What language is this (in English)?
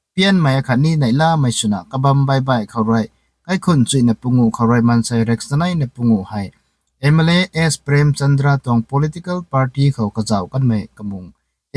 Rongmei Naga